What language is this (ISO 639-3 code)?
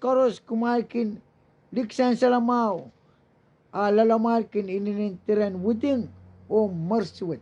pon